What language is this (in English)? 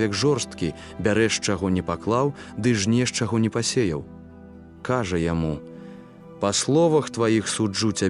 Belarusian